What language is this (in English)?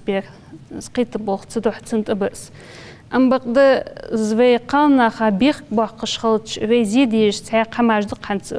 Ingush